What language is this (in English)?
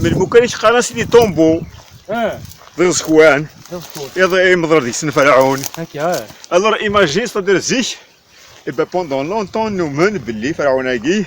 Kabyle